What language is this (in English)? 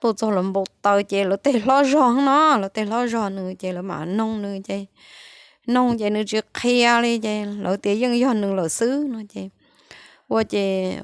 Hmong